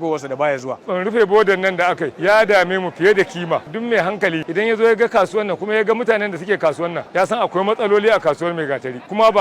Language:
Hausa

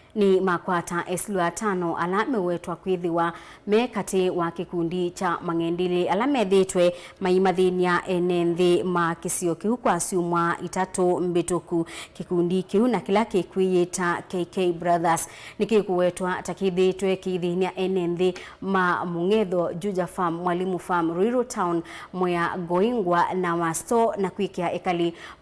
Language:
Kamba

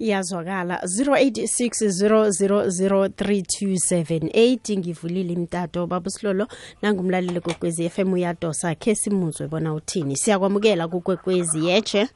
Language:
South Ndebele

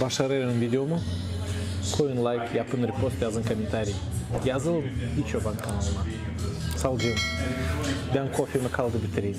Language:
Gagauz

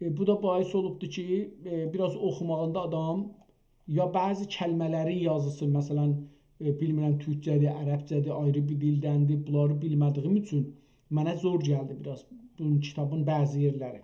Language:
South Azerbaijani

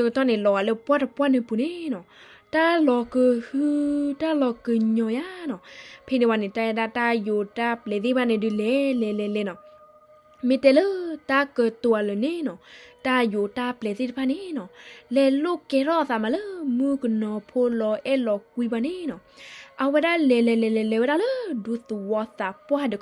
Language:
S'gaw Karen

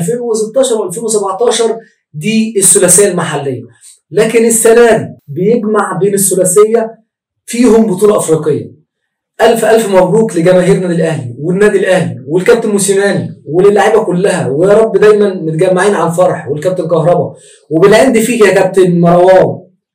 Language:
Egyptian Arabic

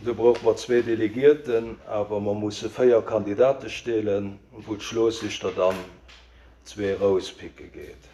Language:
Luxembourgish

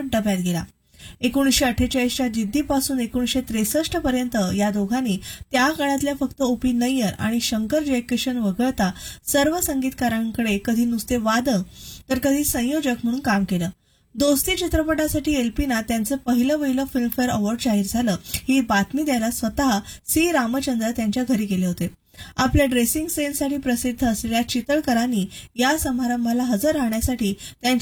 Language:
Marathi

